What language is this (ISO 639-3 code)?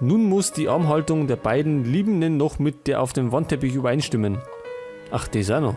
bar